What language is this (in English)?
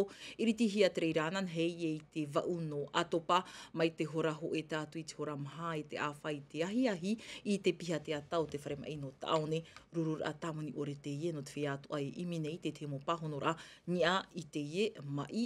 Tahitian